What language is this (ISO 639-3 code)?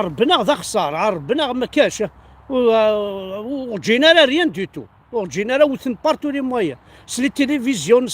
kab